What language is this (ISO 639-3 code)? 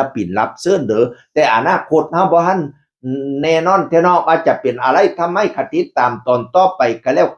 tts